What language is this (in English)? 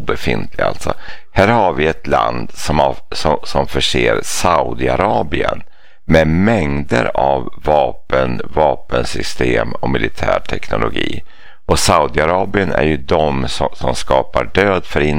Swedish